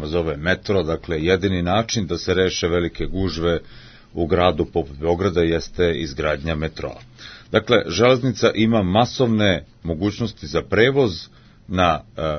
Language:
Serbian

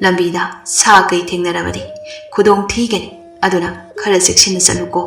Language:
Manipuri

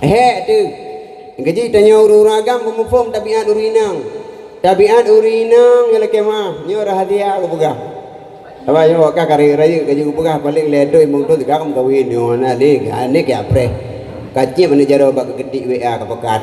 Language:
Achinese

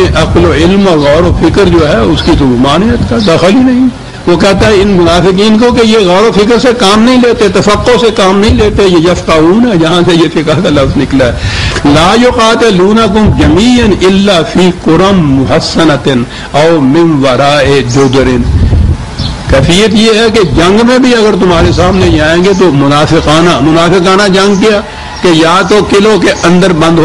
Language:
Urdu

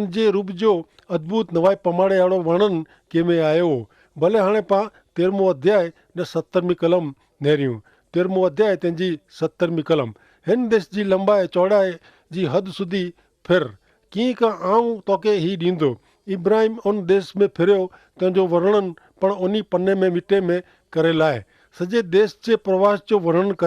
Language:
Kachhi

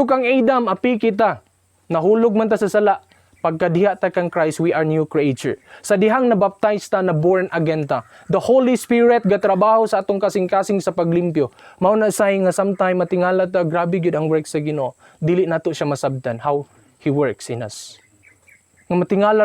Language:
Cebuano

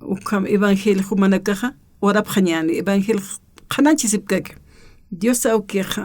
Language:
Aymara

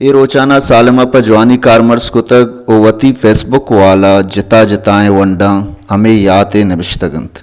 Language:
Baluchi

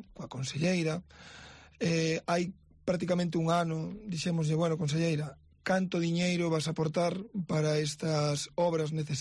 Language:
Galician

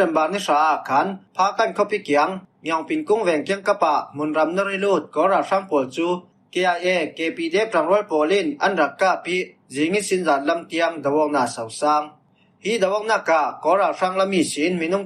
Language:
Falam Chin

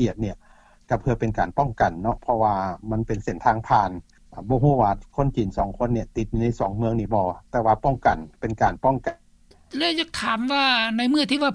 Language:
Lao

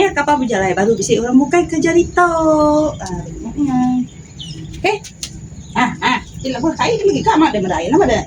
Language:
Iban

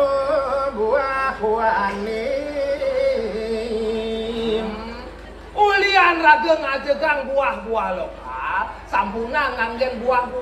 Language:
Balinese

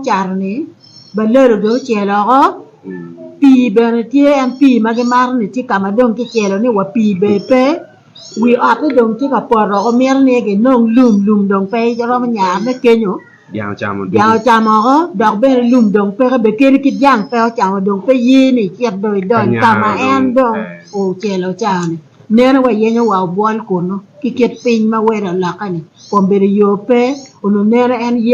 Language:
Acoli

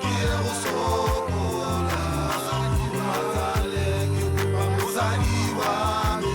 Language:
Tswana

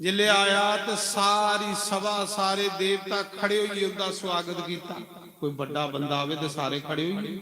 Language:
Dogri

